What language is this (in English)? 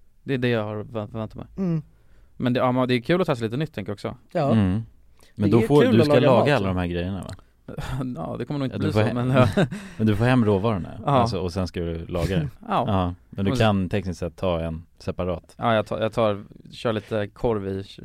Swedish